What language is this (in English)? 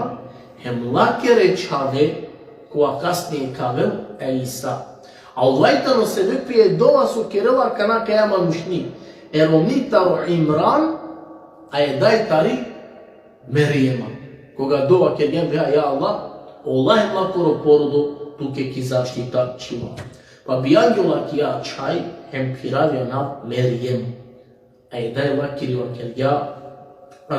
Balkan Romani